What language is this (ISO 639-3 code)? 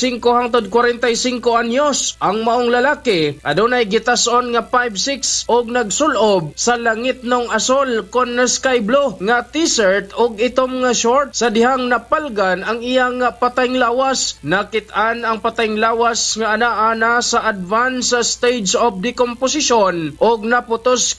ceb